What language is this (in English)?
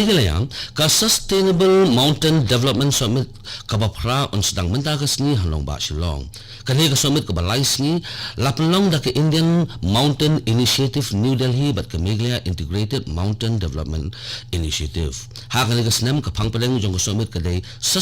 Khasi